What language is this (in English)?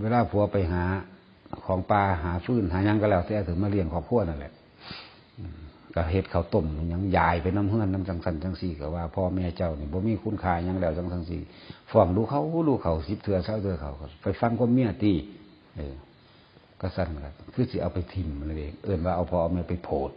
Northeastern Thai